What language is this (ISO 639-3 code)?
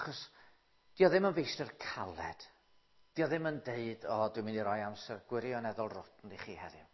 cym